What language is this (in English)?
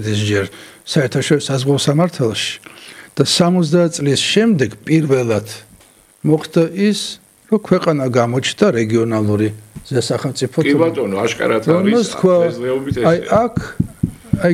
Georgian